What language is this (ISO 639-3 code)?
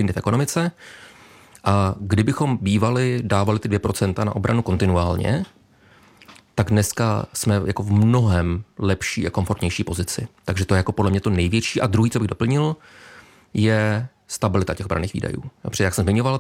ces